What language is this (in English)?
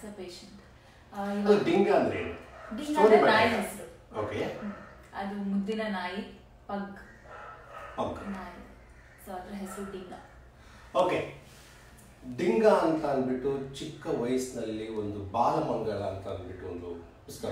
Kannada